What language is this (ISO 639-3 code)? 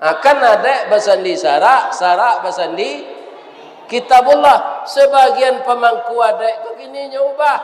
min